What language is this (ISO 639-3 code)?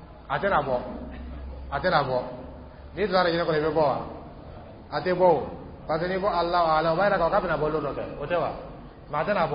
dyu